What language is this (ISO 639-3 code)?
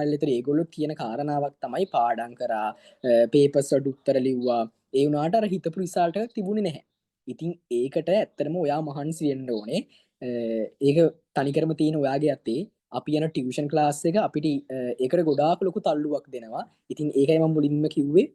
sin